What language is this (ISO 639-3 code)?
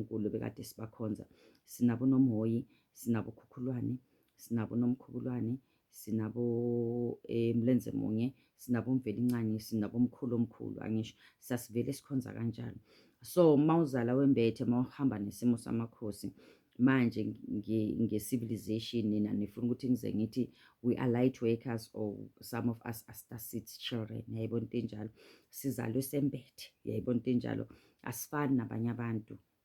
zul